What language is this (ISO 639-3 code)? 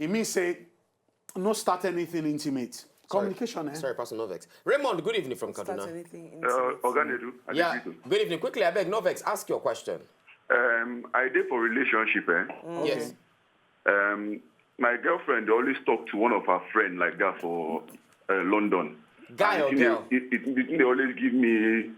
pcm